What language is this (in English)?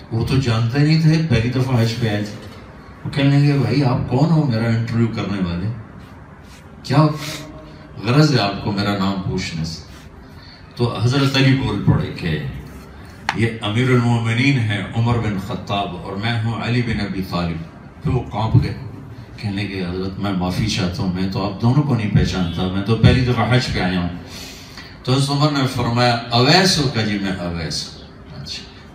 Urdu